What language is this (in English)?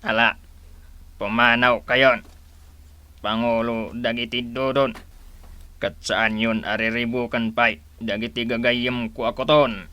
Iloko